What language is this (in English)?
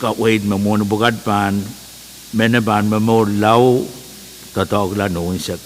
Pohnpeian